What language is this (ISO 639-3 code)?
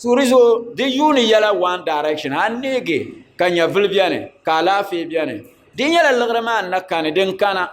dag